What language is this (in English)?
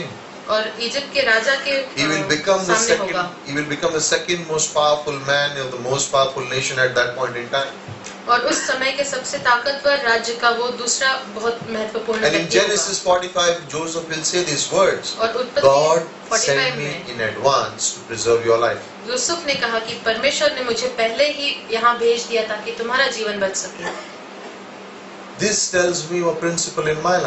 Hindi